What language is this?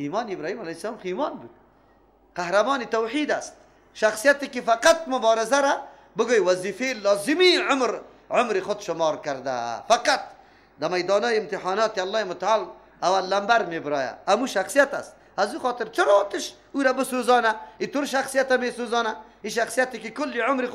Persian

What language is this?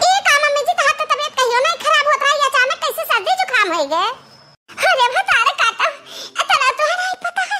Awadhi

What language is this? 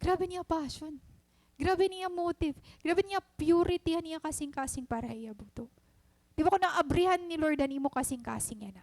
Waray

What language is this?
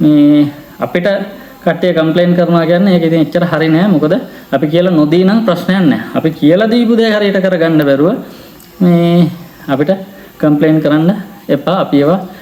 Sinhala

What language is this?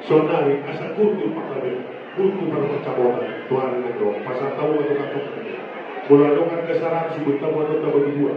Batak Toba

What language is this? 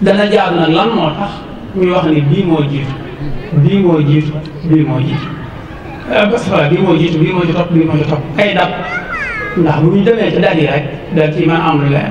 Wolof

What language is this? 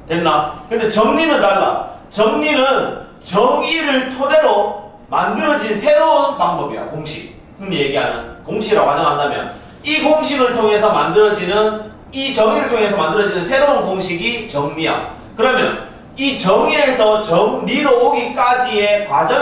Korean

